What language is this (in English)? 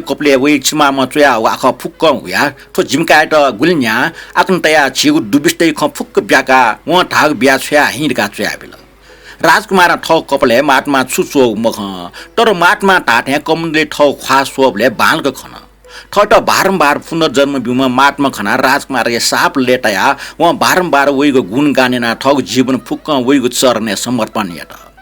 Newari